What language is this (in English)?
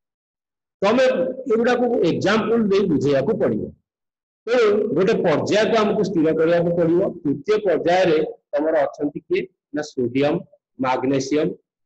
Odia